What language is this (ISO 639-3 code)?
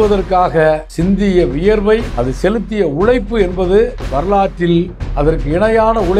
tam